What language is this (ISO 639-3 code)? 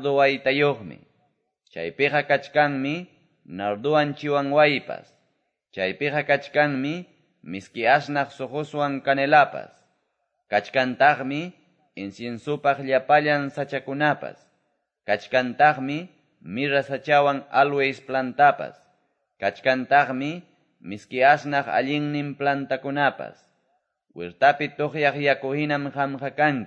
que